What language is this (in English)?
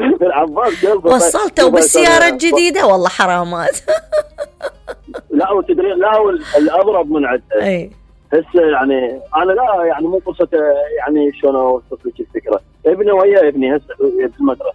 Mesopotamian Arabic